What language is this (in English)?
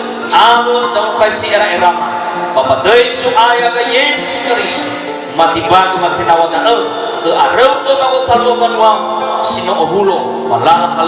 Nias